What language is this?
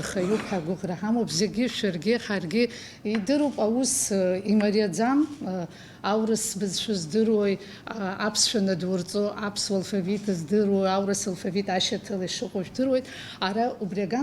Abkhazian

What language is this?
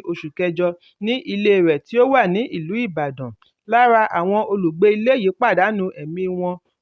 Yoruba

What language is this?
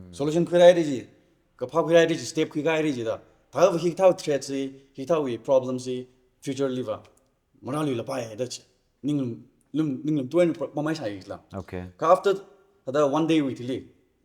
Tangkhul Naga (India)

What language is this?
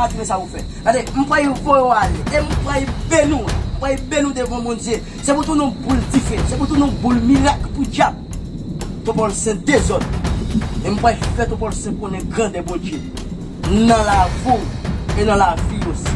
Haitian Creole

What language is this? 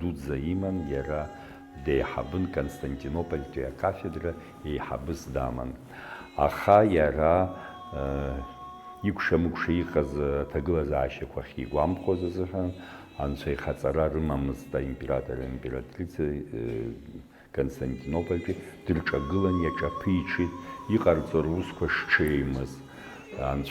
Abkhazian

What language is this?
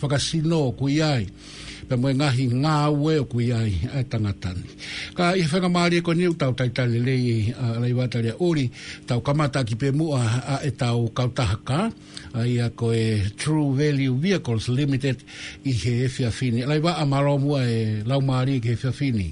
Tongan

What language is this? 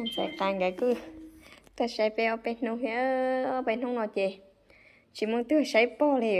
Hmong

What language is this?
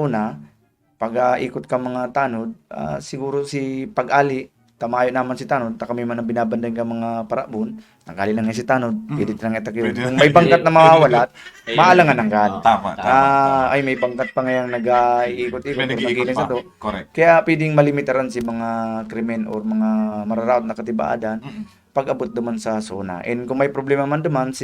Bikol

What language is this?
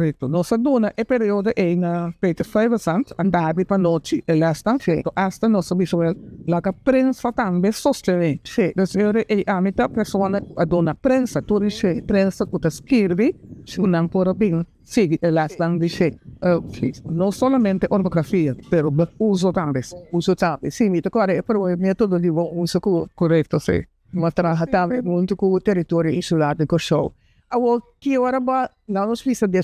Papiamento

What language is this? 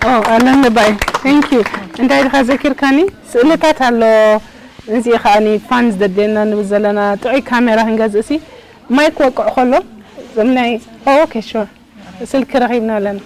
Tigrinya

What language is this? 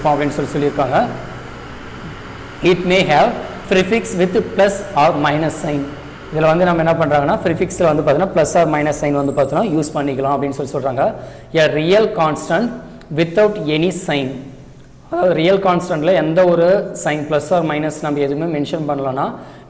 Tamil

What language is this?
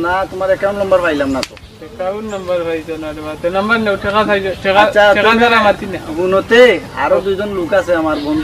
Sylheti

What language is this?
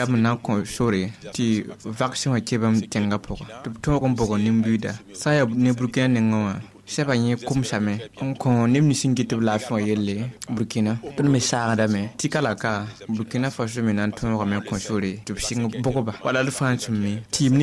Mossi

